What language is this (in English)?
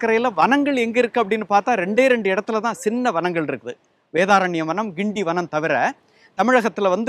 Tamil